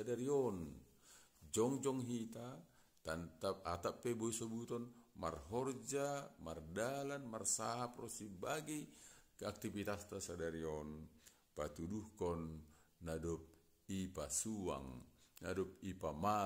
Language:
Batak Simalungun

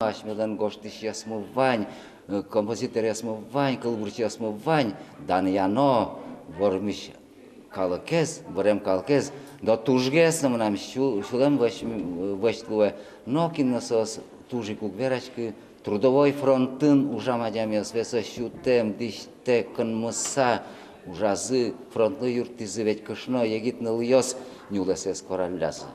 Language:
Udmurt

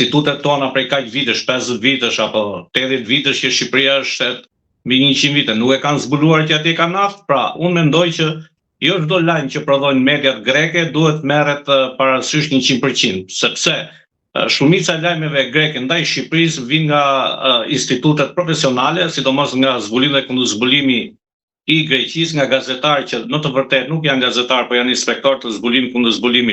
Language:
Albanian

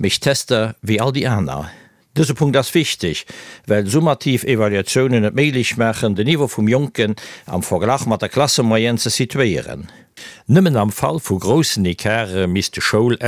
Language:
Luxembourgish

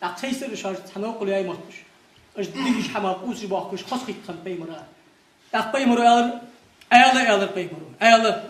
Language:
Ingush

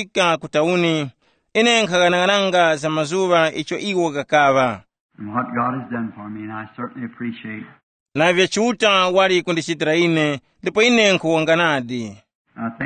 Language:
Tumbuka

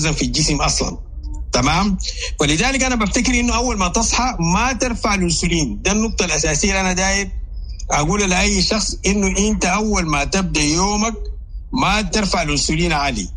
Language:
Sudanese Arabic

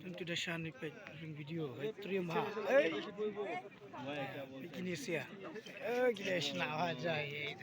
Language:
Khasi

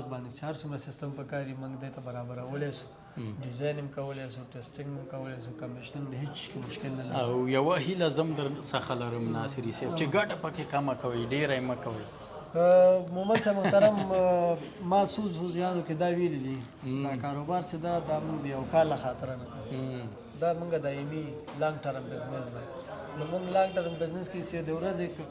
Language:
Pashto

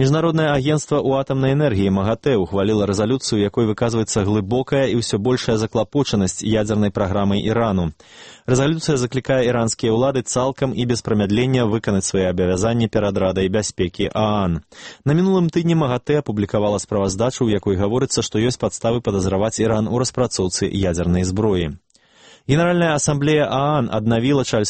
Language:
Belarusian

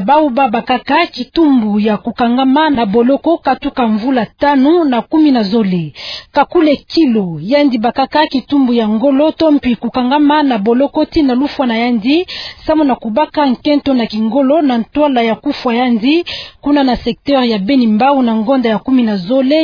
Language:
Kituba (Democratic Republic of Congo)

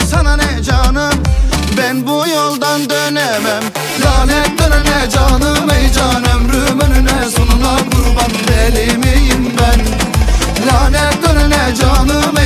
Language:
Turkish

